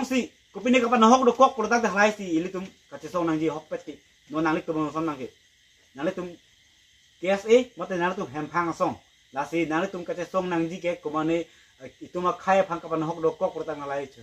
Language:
Karbi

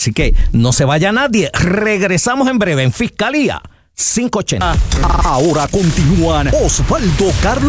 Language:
Spanish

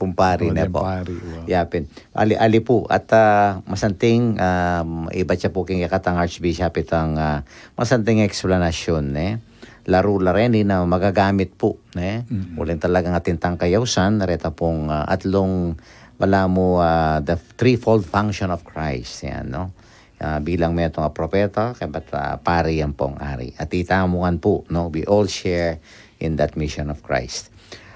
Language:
Pampanga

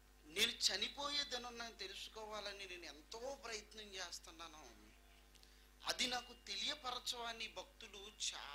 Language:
Telugu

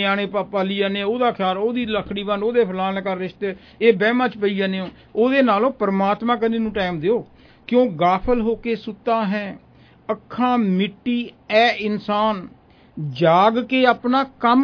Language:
Punjabi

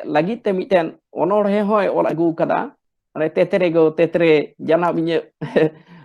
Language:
Santali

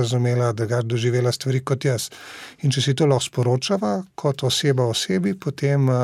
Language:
Slovenian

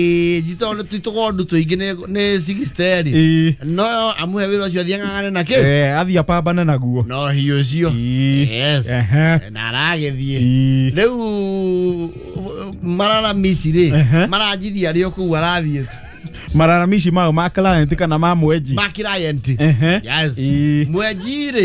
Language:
Kikuyu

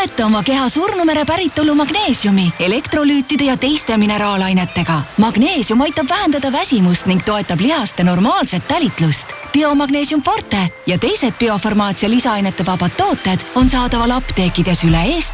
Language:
Estonian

